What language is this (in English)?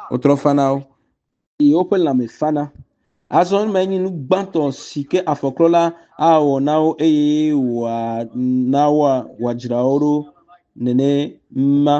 Ewe